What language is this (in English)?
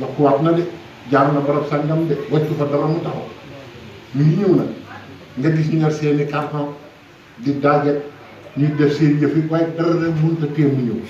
Wolof